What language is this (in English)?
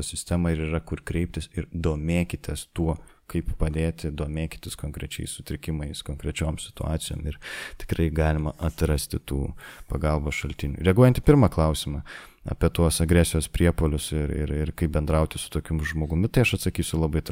Lithuanian